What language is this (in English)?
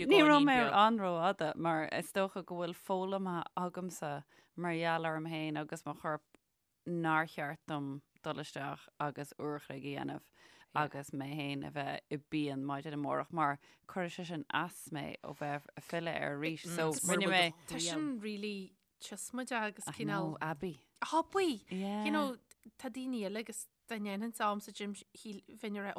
Irish